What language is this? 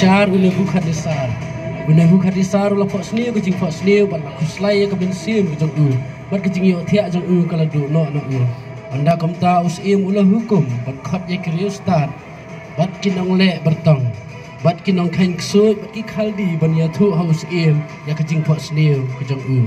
Khasi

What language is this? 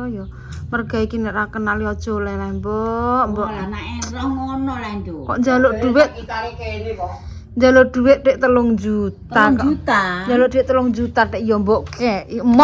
Javanese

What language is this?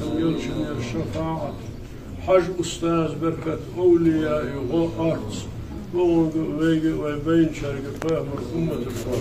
Ingush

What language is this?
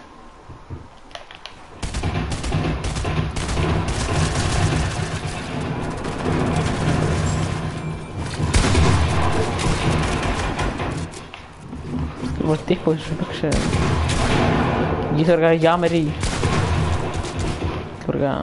Icelandic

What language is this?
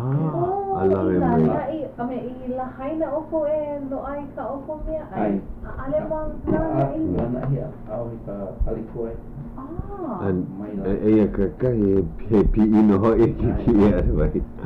Hawaiian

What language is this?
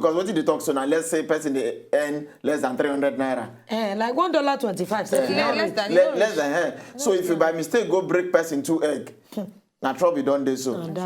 Nigerian Pidgin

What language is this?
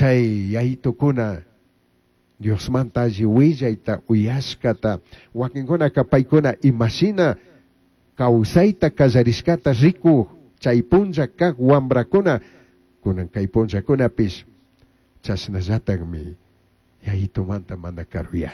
Chimborazo Highland Quichua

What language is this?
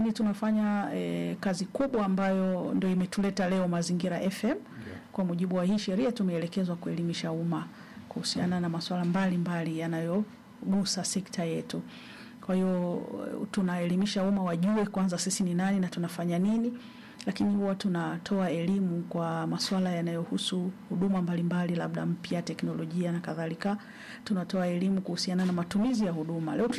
Swahili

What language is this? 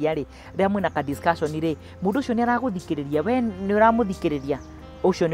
Kikuyu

